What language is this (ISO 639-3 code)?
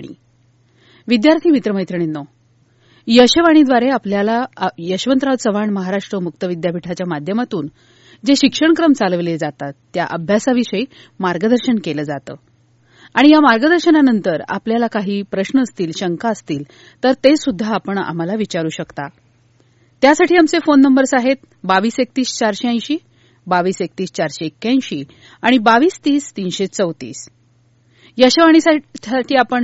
mar